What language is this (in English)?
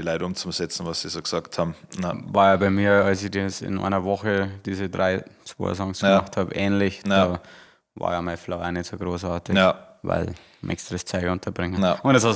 Bavarian